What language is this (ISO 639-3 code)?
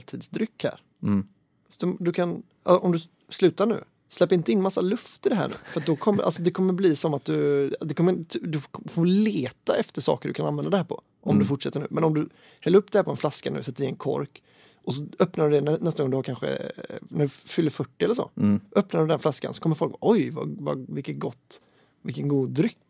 swe